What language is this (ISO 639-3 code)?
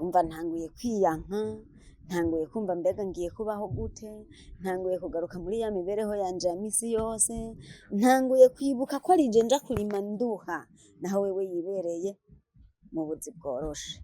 run